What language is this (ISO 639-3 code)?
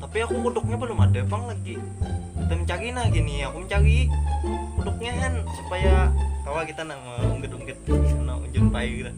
bjn